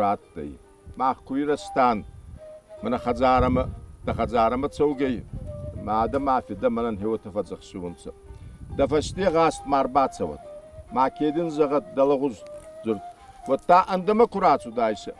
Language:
Ossetic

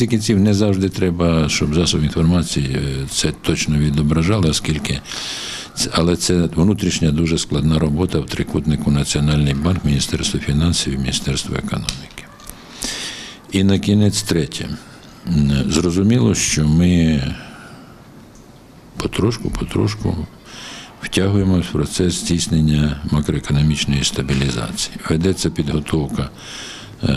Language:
Ukrainian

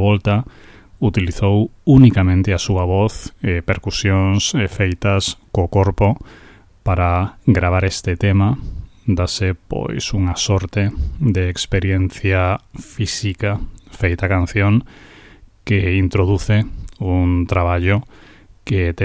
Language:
Galician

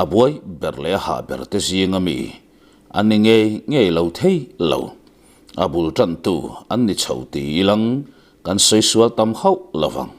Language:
Mizo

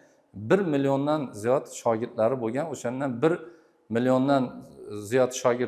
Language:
Uzbek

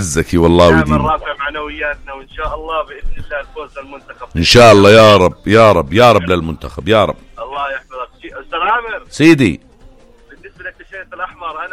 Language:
North Levantine Arabic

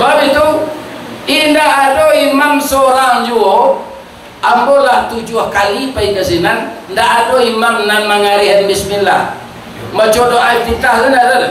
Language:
Minangkabau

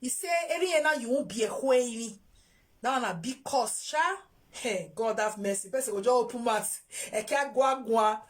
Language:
Nigerian Pidgin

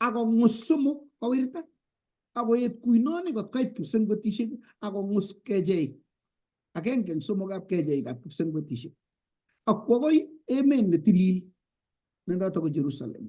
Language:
Kalenjin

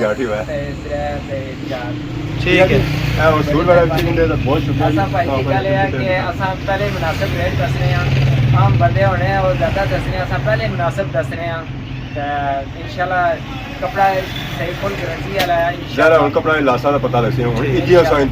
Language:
Pahari-Potwari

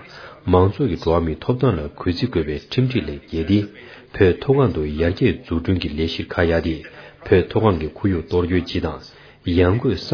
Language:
Tibetan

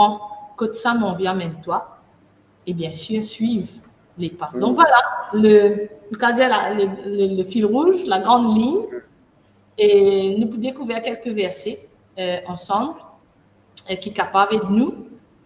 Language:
Morisyen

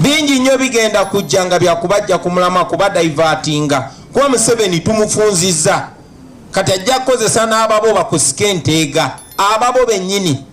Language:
Ganda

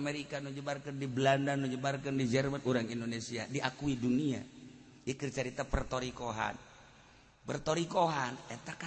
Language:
Sundanese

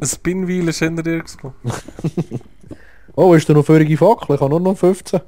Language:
Swiss German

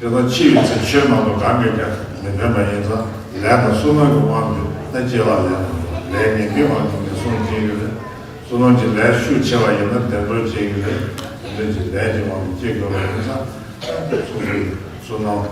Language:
Tibetan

